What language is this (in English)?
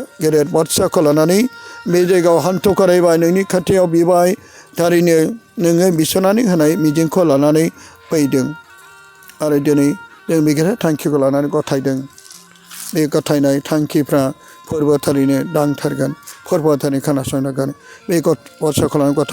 Bodo